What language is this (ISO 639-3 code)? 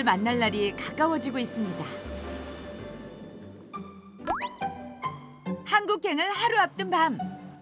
kor